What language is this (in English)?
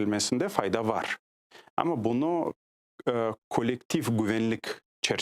Crimean Tatar